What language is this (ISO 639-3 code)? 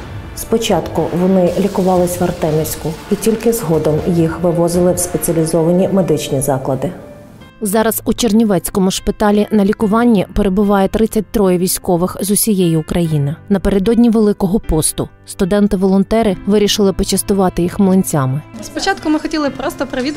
ukr